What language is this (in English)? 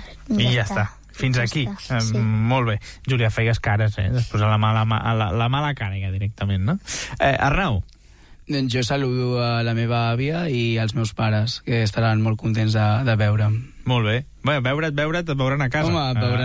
Catalan